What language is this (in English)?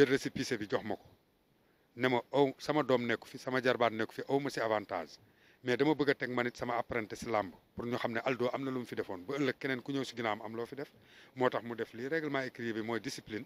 Wolof